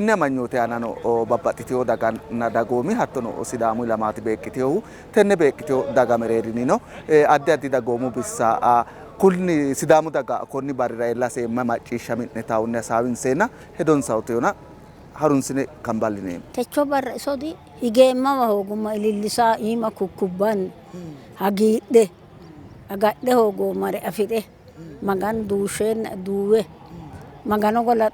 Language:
Sidamo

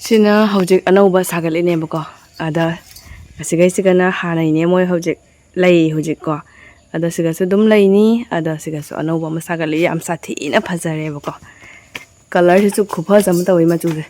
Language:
Manipuri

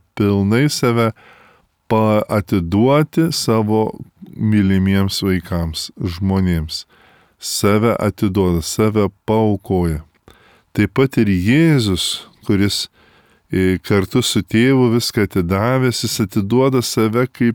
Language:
Lithuanian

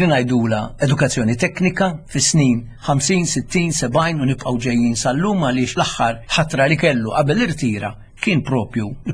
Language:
Maltese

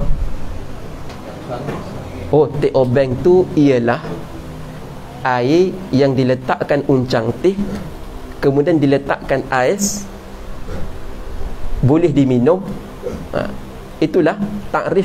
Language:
Malay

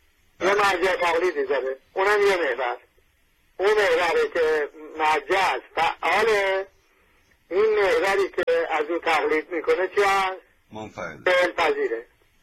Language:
Persian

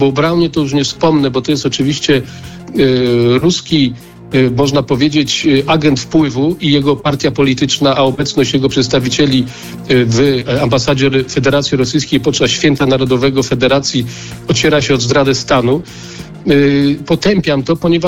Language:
Polish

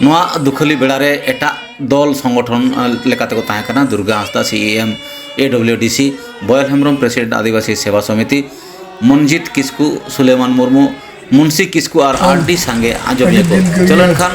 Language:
Santali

